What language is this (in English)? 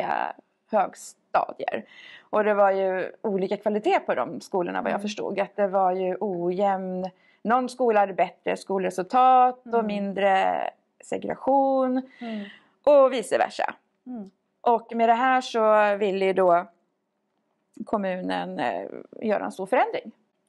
Swedish